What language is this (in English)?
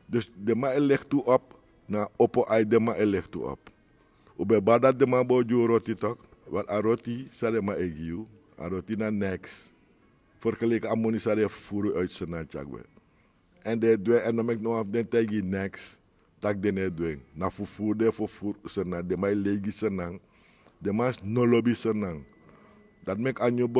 Sranan Tongo